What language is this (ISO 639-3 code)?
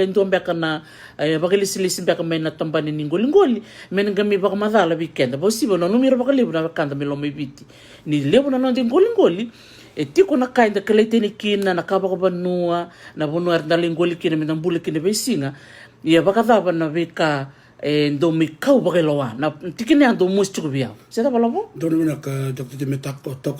fij